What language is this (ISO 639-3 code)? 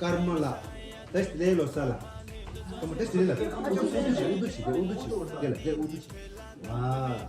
bod